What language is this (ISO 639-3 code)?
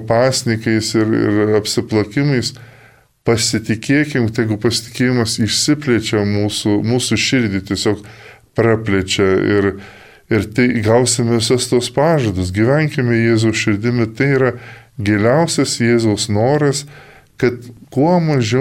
lit